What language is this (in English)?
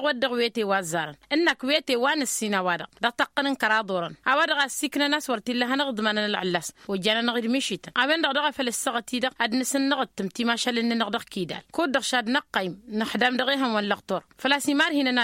Tamasheq